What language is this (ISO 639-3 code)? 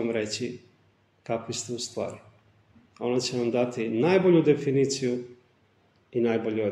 srp